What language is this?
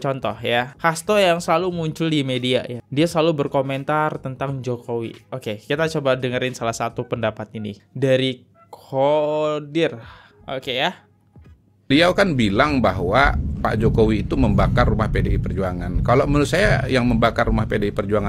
Indonesian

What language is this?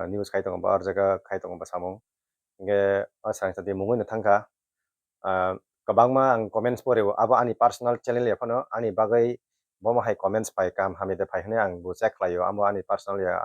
Kok Borok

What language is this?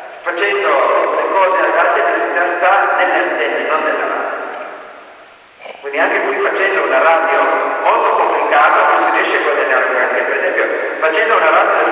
Italian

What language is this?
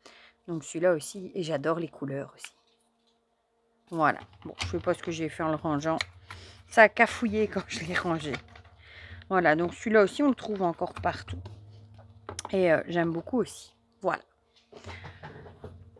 French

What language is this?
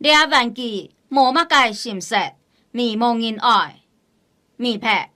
Hakka Chinese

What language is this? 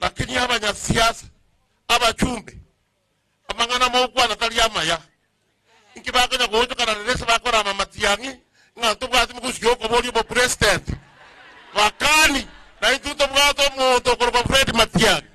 Gusii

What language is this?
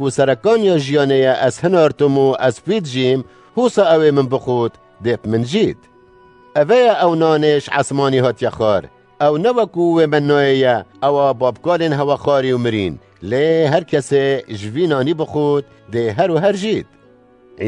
Kurdish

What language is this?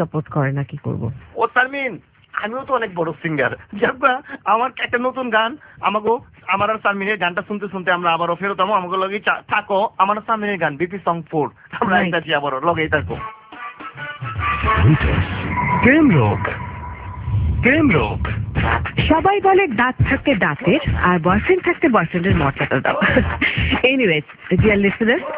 Bangla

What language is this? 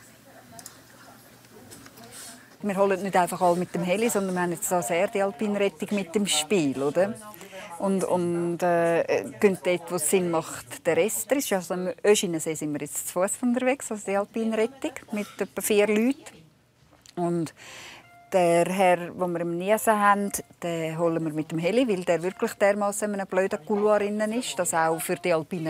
German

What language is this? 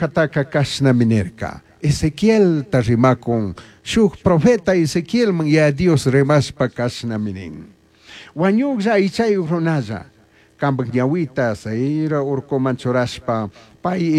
Chimborazo Highland Quichua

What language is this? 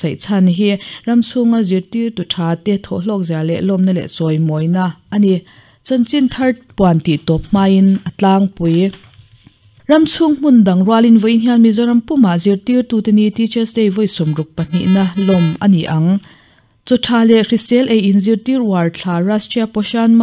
Mizo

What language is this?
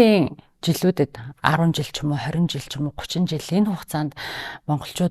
Mongolian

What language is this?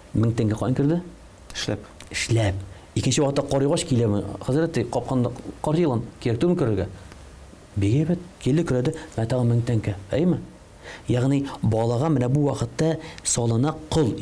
Tatar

